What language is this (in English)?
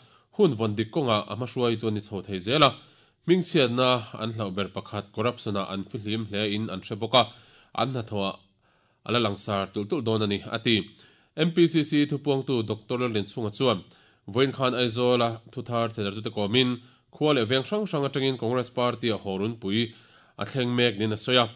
Mizo